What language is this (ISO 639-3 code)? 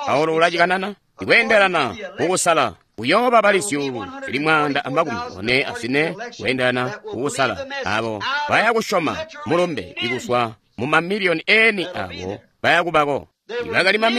toi